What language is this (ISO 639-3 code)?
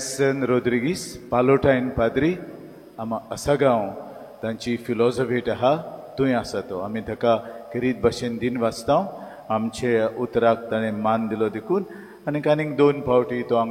kok